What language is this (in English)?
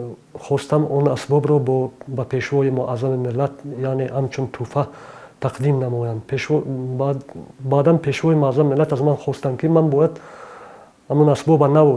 Tajik